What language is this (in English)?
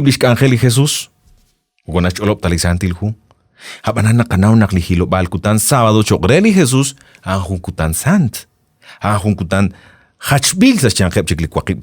Kekchí